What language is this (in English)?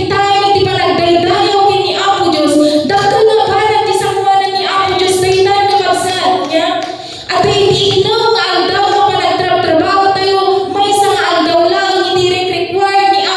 Iloko